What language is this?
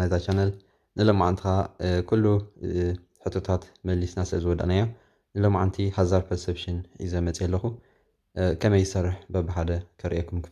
Tigrinya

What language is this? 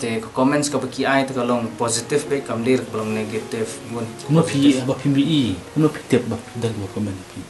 Khasi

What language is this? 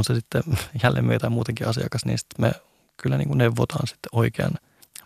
Finnish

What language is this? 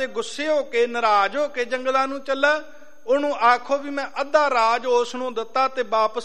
Punjabi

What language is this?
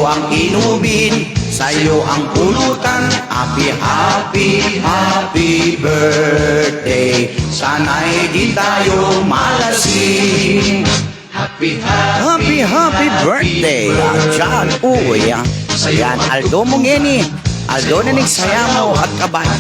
Pampanga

